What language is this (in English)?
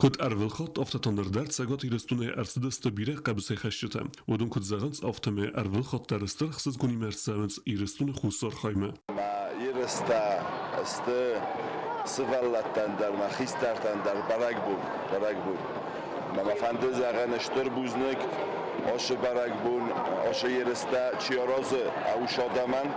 Ossetic